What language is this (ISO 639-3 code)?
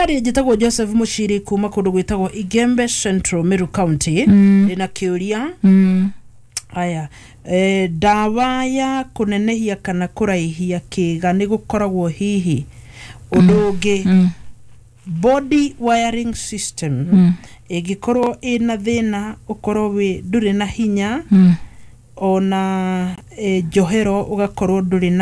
kik